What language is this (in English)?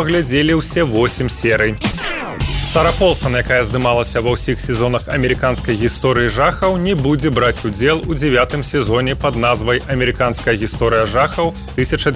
Belarusian